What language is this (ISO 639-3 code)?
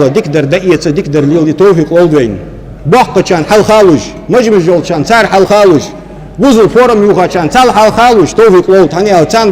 inh